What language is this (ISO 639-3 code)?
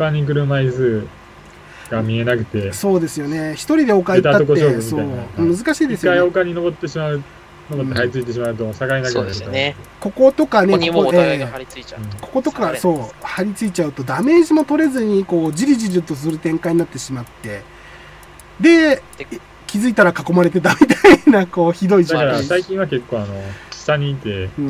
jpn